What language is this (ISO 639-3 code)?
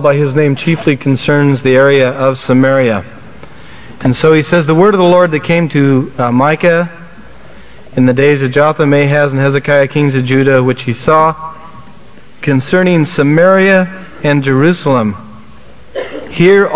eng